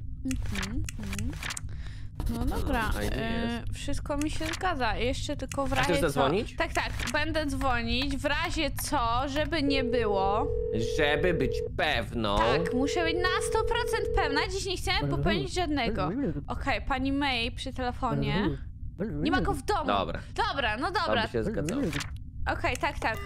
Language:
Polish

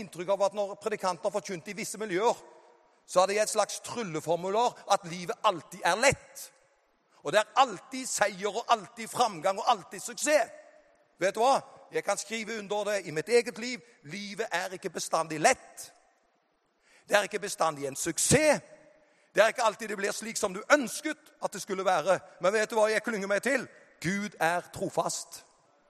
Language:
Norwegian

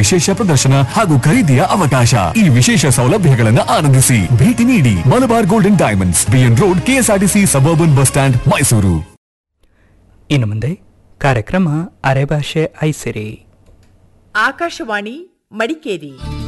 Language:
Kannada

